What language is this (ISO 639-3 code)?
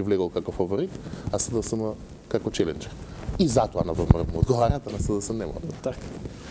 mkd